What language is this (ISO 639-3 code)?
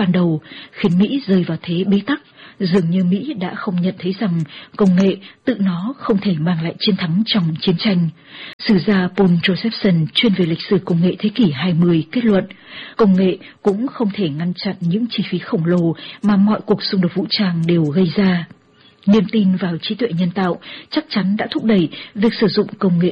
vie